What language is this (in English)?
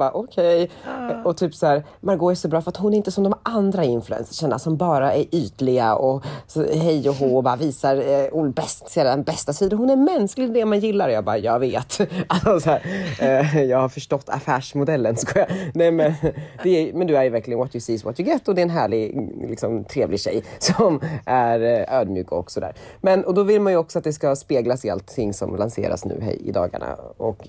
Swedish